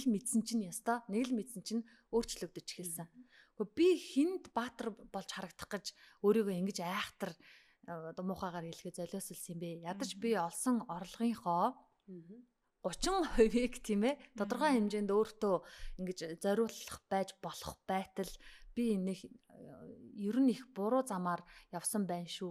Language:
Mongolian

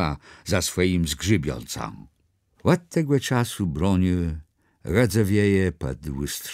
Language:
Kashubian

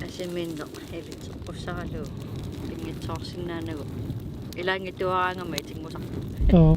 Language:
Kalaallisut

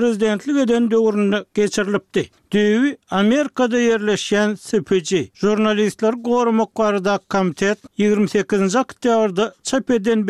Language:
Turkmen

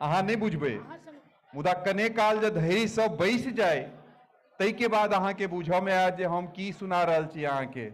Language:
Maithili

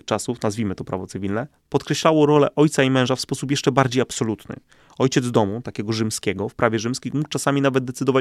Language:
Polish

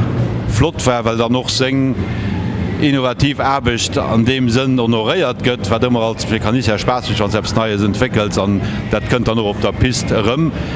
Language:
Luxembourgish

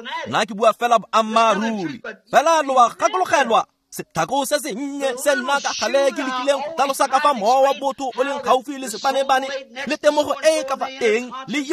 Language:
Tswana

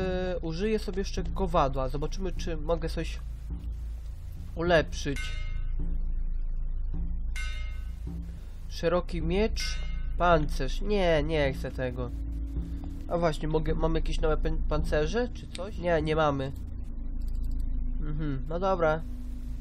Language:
Polish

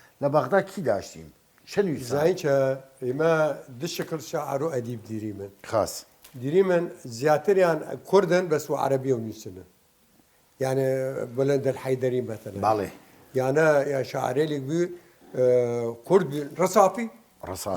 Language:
Southern Kurdish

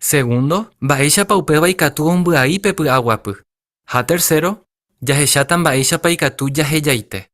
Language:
Guarani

